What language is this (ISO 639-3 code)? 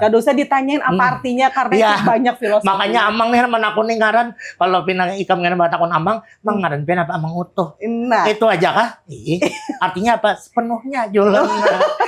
bjn